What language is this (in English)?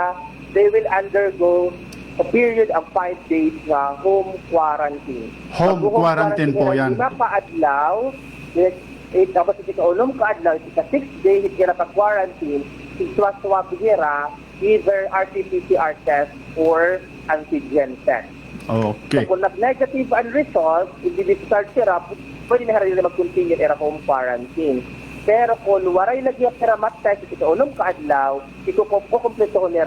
Waray